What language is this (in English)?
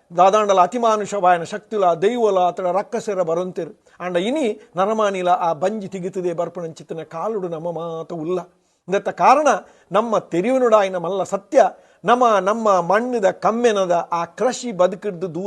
Tulu